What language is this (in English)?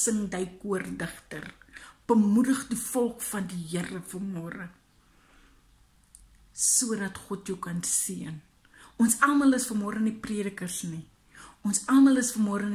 Afrikaans